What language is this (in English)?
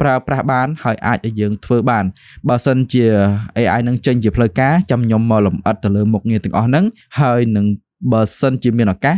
Khmer